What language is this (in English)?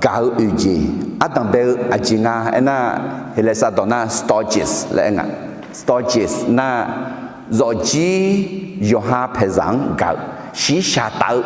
Akha